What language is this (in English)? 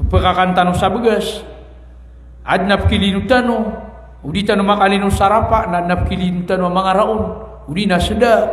Maranao